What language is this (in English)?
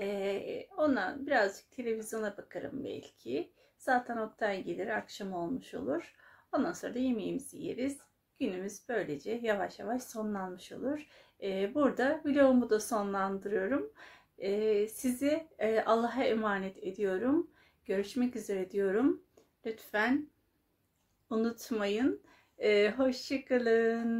Turkish